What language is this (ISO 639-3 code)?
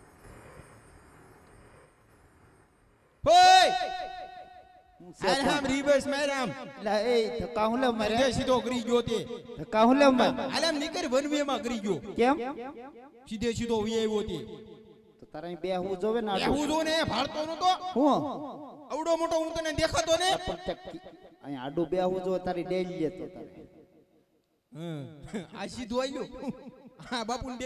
guj